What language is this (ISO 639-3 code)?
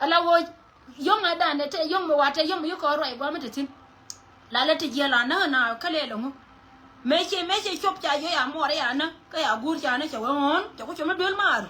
nus